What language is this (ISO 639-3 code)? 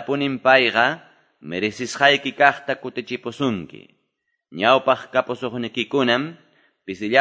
que